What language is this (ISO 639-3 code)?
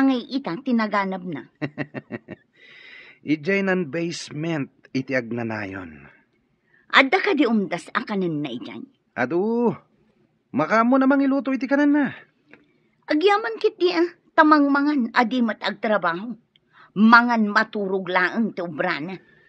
ilo